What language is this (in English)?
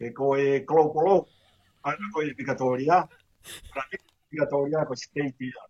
Tongan